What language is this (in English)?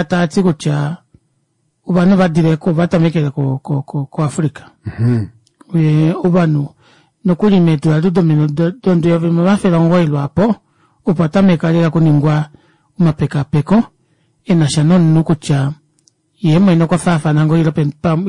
Kuanyama